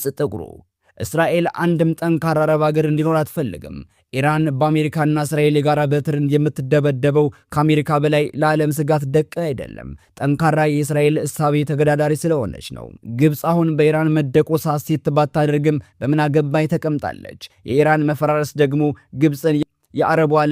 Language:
Amharic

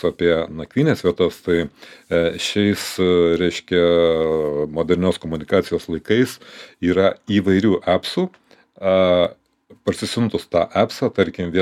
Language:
Lithuanian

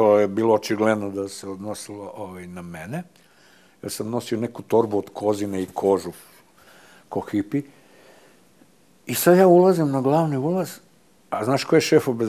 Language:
Serbian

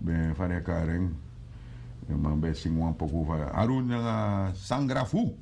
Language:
Sranan Tongo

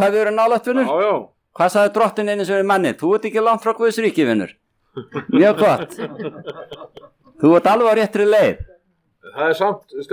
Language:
Icelandic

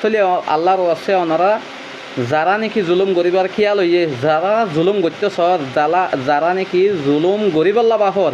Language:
Rohingya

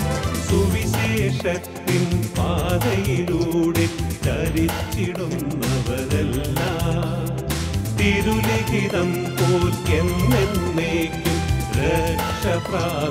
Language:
Malayalam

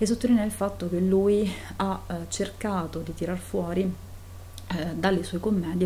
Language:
Italian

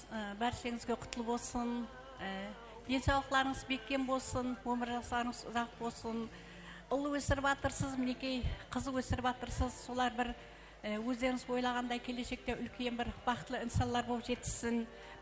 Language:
Kara-Kalpak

